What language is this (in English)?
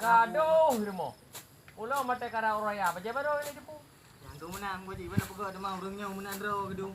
Achinese